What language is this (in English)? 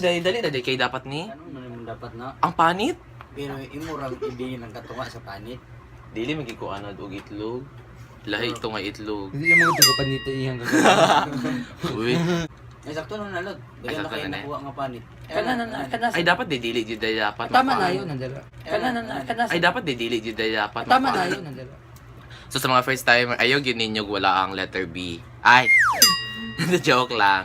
Cebuano